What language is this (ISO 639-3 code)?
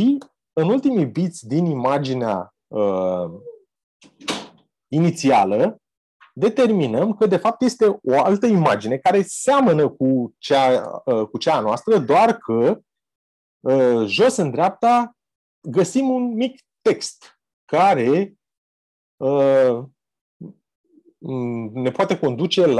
ron